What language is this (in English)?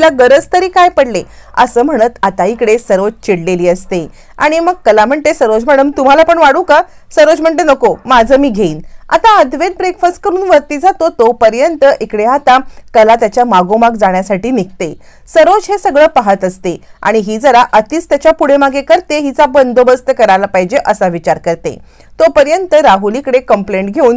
Marathi